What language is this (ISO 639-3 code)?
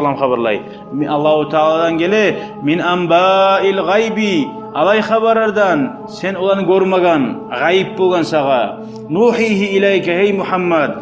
kum